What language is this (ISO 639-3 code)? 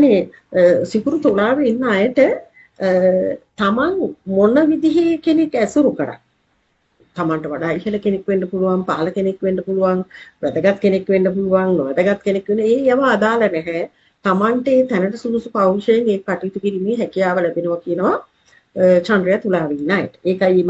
sin